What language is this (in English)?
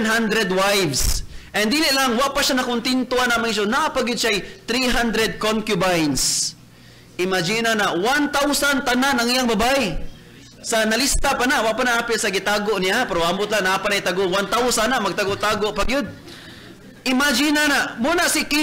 Cebuano